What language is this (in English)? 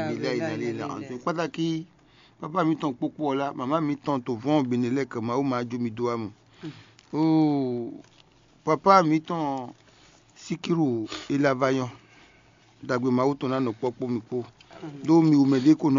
Fon